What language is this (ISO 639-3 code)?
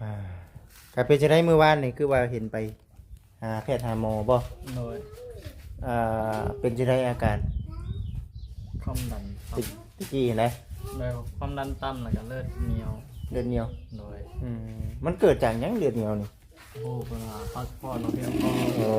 lao